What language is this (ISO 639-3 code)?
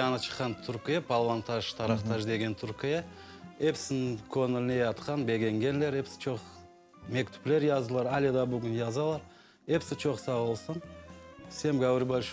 crh